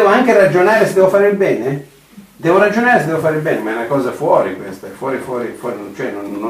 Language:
Italian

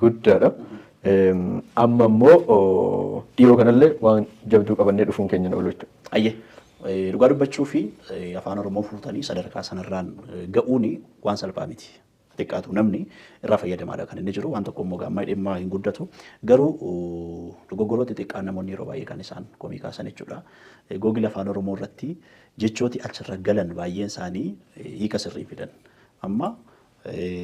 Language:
Oromo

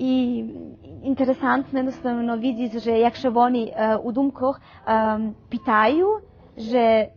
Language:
Rusyn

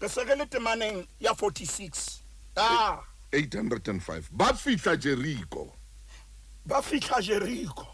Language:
Southern Sotho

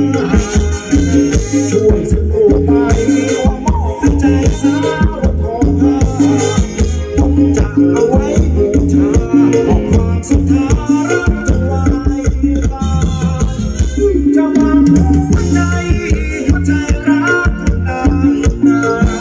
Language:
Thai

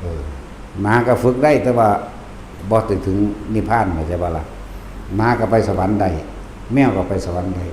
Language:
Northeastern Thai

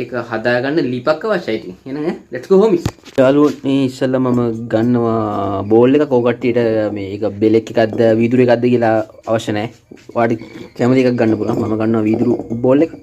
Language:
Sinhala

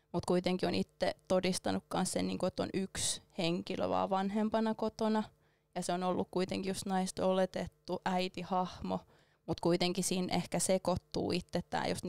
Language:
Finnish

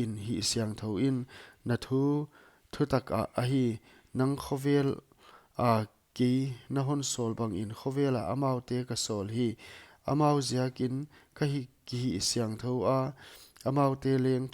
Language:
Paite Chin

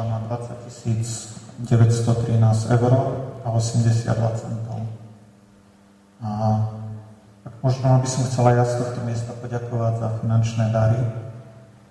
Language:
Slovak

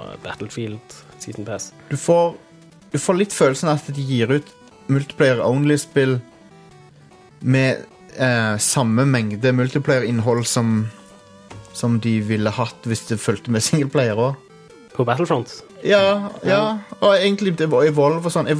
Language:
Norwegian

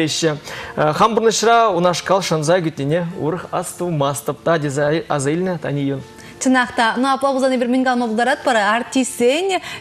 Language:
Chuvash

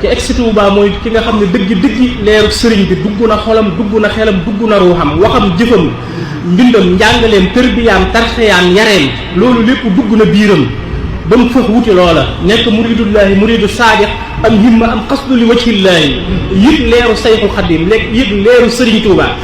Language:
Wolof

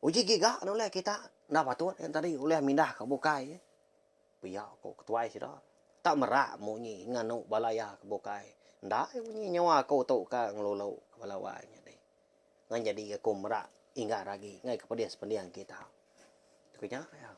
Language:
Iban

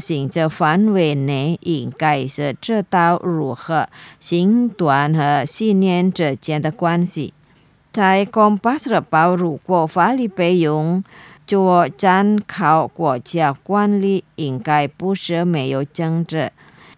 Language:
Chinese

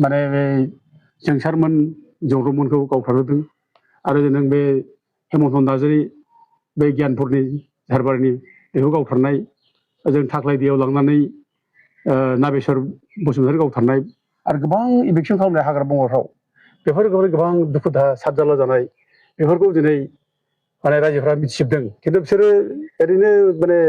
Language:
Bodo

